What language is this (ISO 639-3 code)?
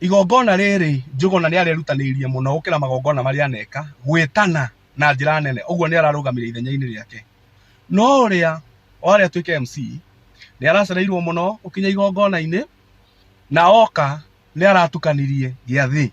kik